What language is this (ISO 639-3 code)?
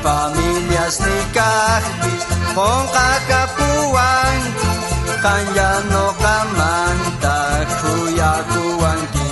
quh